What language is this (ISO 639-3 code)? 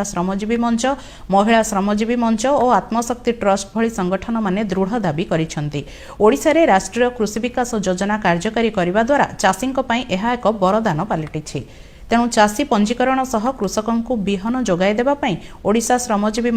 ori